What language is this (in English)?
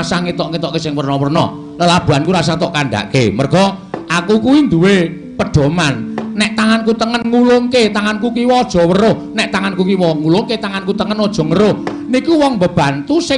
Javanese